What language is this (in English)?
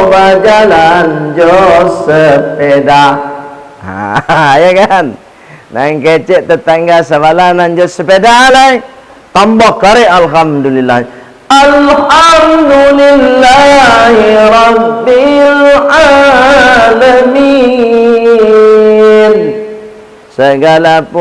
Minangkabau